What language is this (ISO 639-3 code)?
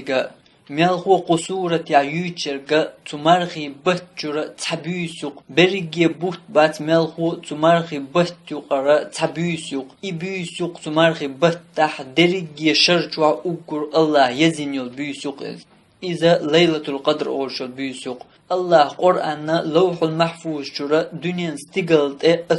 che